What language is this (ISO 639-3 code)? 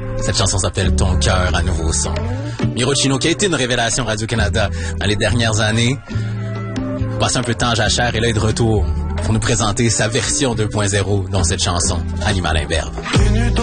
fra